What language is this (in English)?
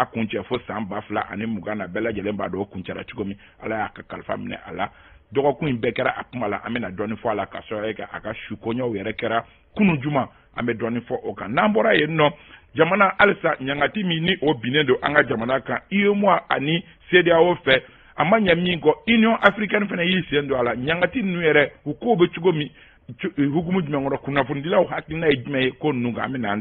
Bambara